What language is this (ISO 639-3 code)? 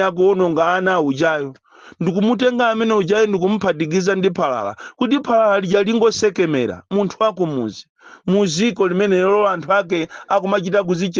nya